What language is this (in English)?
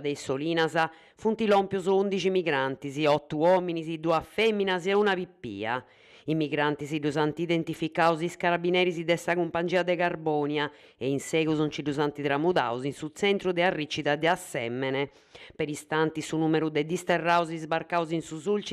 Sardinian